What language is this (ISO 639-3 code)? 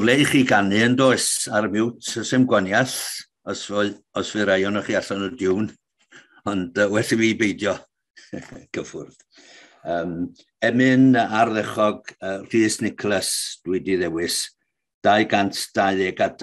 cym